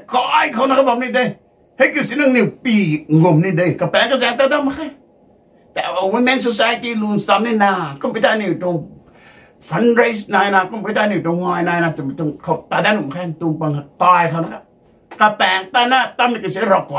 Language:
Rongmei Naga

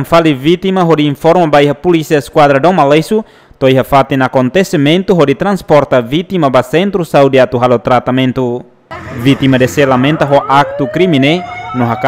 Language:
Tetum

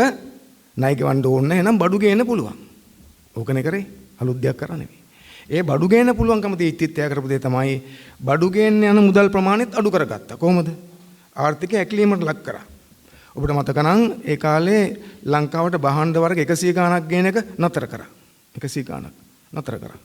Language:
Sinhala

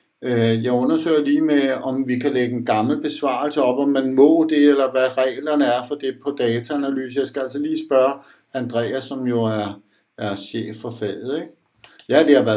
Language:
Danish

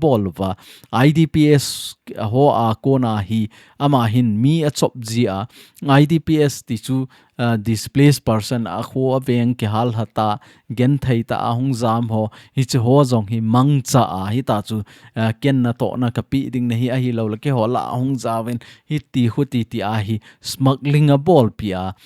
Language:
Thado Chin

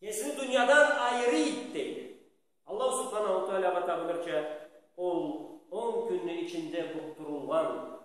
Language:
Karachay-Balkar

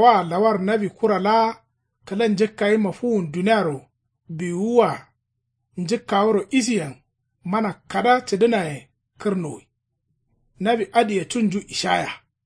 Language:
Kanuri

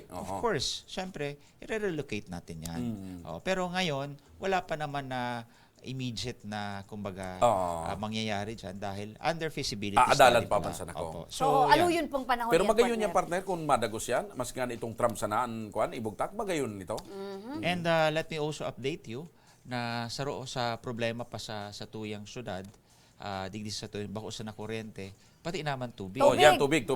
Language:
Bikol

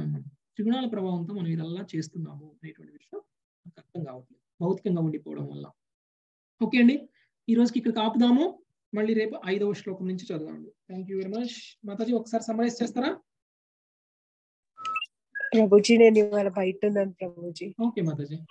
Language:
Telugu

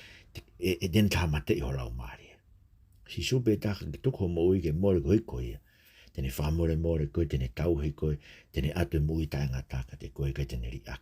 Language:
Tongan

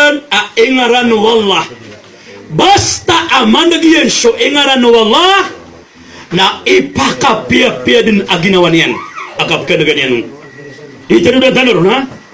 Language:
Maranao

